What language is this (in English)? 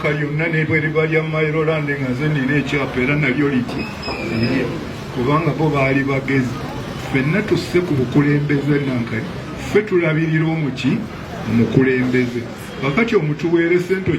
Ganda